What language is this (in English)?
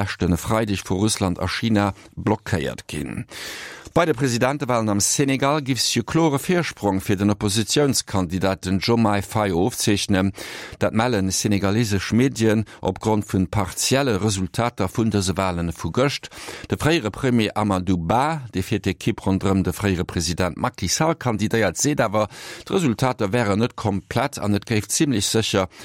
Luxembourgish